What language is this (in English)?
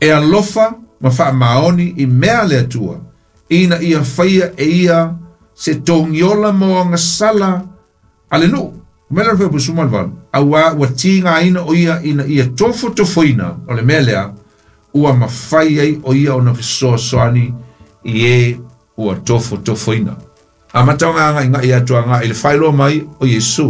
Samoan